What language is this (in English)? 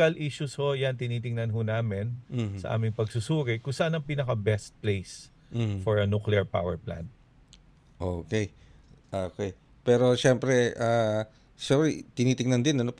Filipino